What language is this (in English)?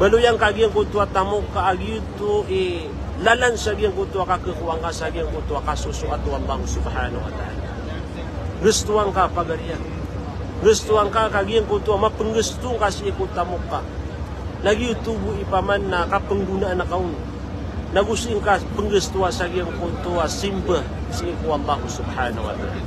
Maranao